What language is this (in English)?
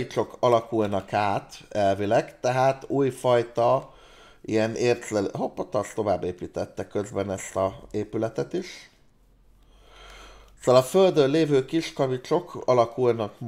Hungarian